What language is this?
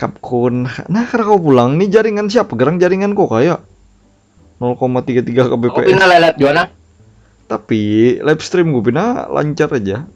Banjar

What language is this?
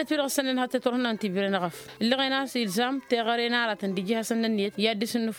Tamasheq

